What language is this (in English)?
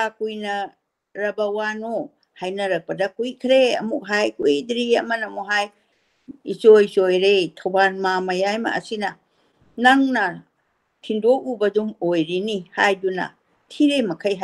Manipuri